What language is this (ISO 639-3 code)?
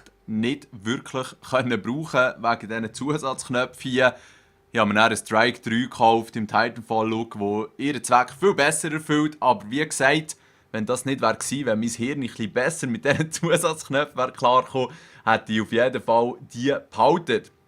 gsw